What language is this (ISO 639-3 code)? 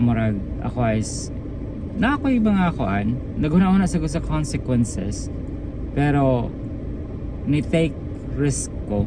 ceb